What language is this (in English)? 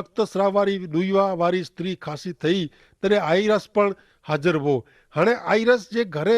Kachhi